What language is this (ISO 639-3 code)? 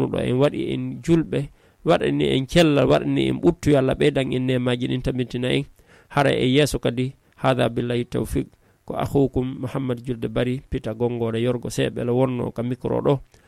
ful